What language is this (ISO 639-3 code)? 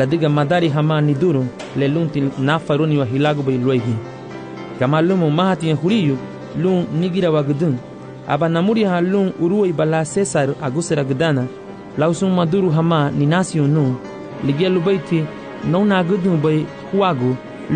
cab